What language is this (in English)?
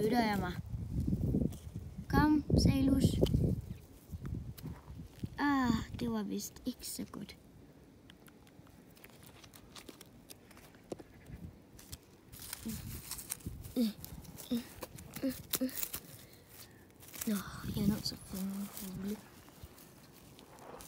Danish